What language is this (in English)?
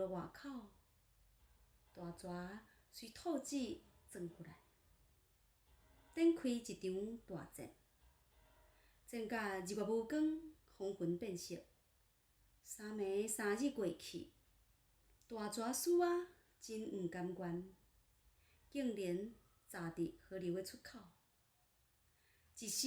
Min Nan Chinese